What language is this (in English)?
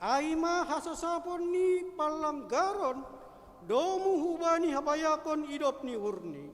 Batak Simalungun